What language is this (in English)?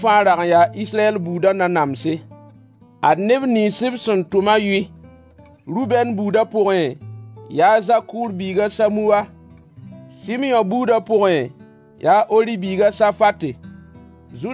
Mossi